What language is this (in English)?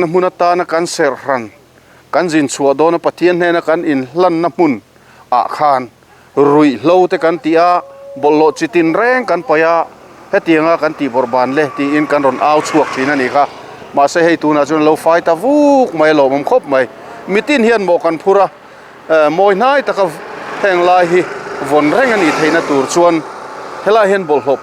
Mizo